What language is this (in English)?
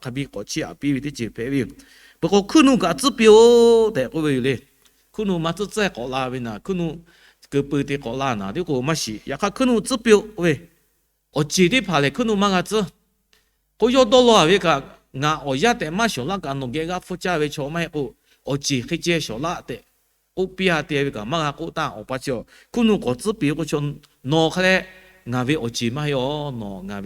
Lahu